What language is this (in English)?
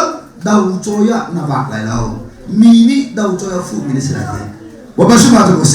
Hakha Chin